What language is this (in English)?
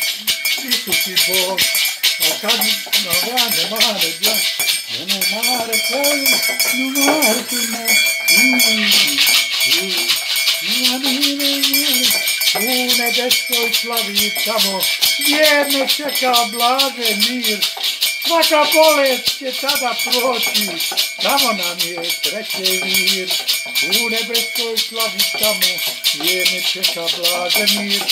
Croatian